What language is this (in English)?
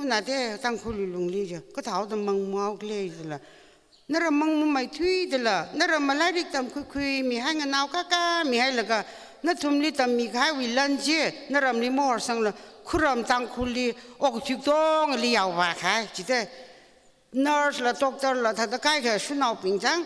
Tangkhul Naga (India)